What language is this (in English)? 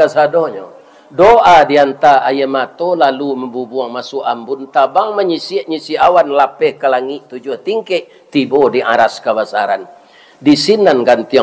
Minangkabau